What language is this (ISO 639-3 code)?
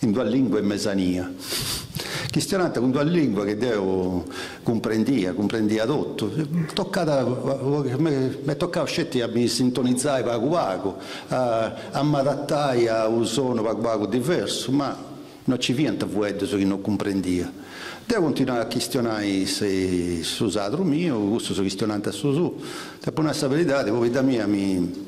srd